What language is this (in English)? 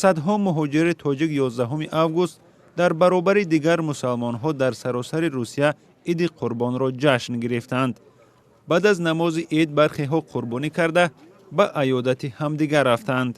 Tajik